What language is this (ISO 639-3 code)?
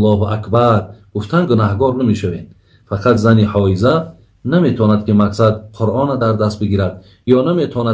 tgk